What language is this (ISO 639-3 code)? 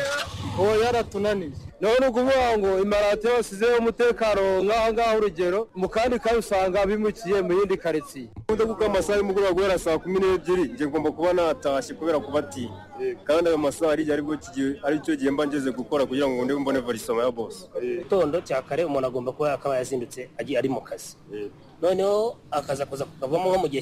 kin